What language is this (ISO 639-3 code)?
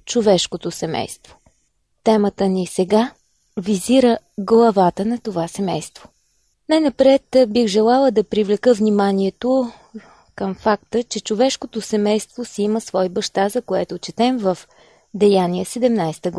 bul